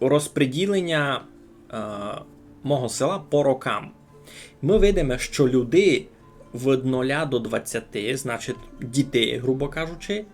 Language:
Rusyn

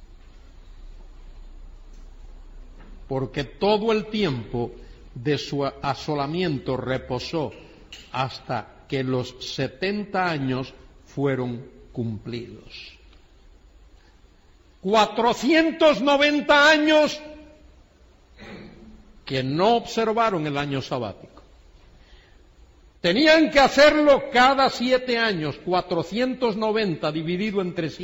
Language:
Spanish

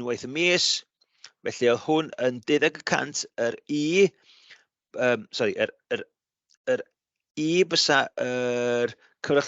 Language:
Welsh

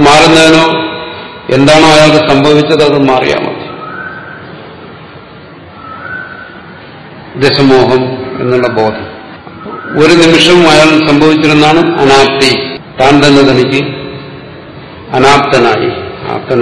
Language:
Malayalam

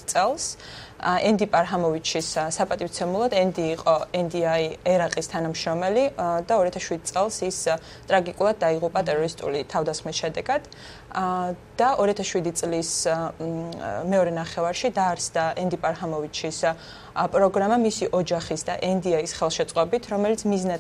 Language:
Georgian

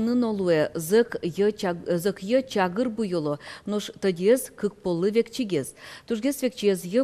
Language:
Udmurt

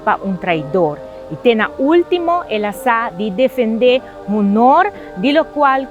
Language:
Papiamento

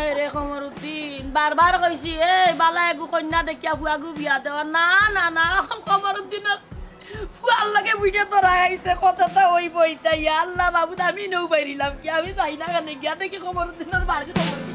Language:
Sylheti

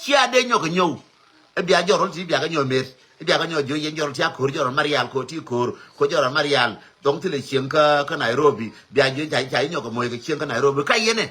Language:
Nuer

